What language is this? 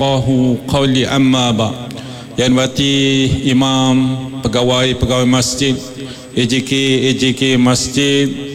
Malay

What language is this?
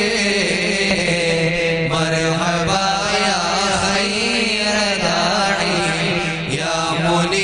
Malayalam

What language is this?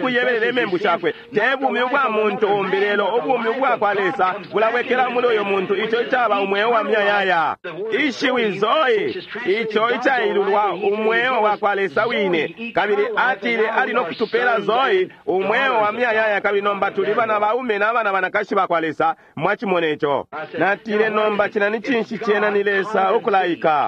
Bemba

